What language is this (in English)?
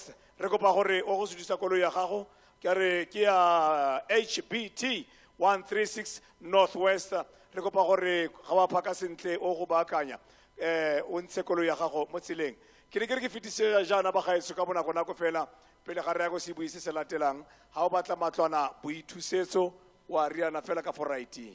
Tswana